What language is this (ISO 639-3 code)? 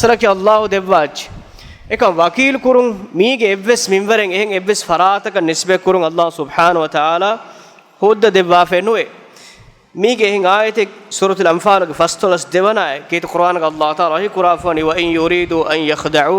div